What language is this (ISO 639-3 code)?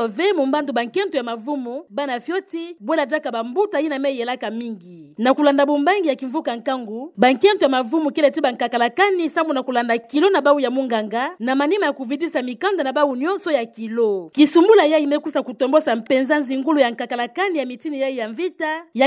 ktu